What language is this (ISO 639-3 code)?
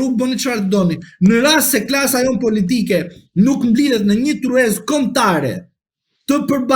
sqi